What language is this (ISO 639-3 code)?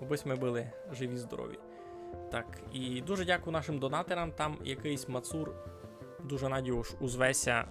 rue